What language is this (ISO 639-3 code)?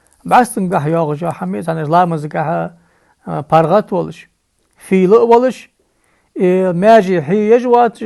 inh